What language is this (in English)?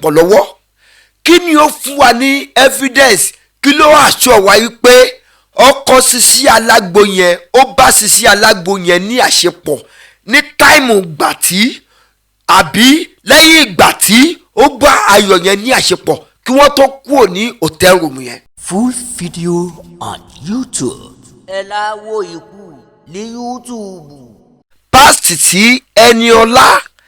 Yoruba